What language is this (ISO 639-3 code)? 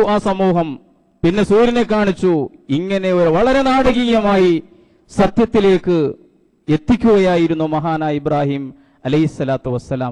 mal